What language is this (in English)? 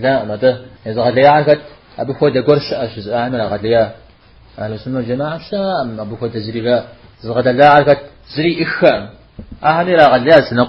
Kabardian